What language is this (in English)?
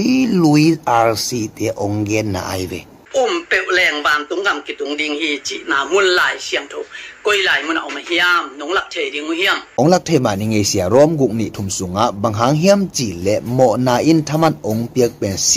Tedim Chin